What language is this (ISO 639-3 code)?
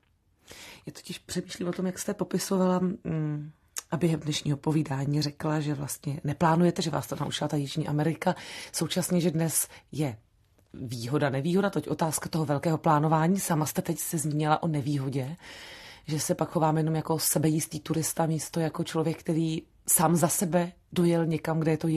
ces